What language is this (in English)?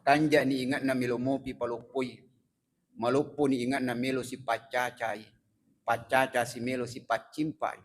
Buginese